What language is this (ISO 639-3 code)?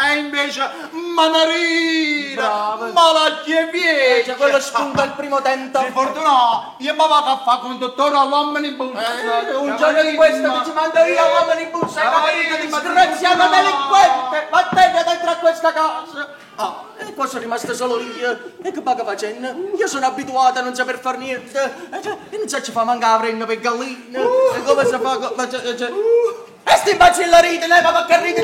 nap